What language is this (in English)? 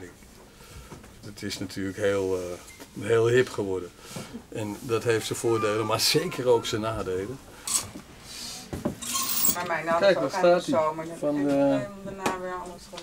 Dutch